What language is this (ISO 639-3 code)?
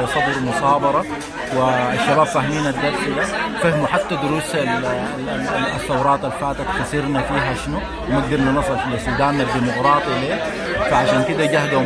apd